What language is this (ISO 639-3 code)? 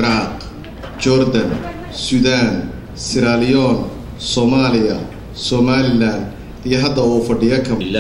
som